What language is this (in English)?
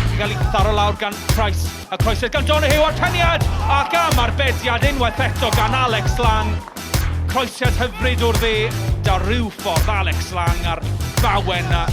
Welsh